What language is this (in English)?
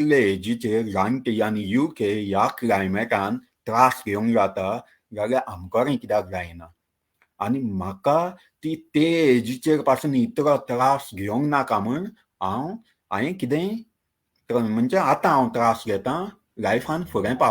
Konkani